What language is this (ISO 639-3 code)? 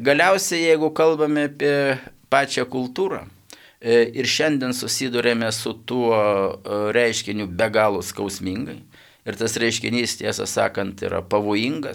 lit